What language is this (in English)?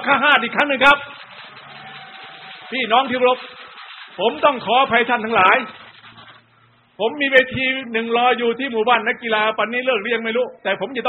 Thai